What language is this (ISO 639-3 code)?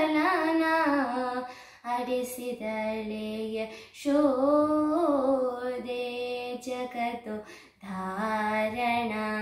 kan